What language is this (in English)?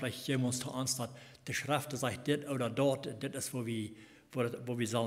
Plautdietsch